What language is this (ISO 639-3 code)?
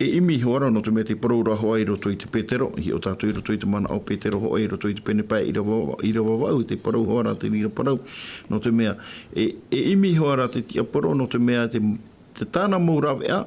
tah